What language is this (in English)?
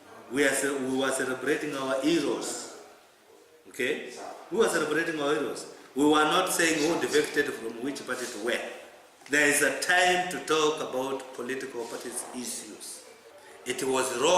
Kamba